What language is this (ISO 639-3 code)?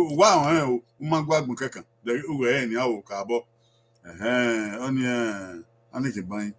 bin